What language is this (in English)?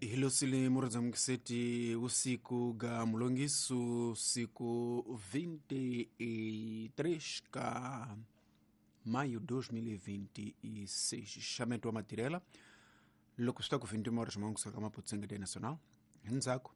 Tsonga